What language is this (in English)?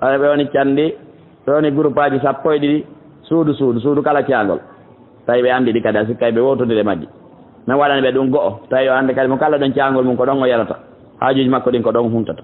Fula